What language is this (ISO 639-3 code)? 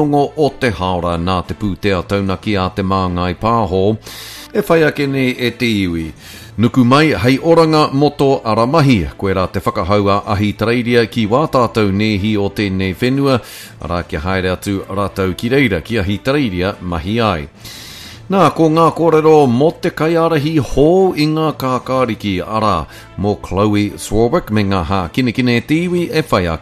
mri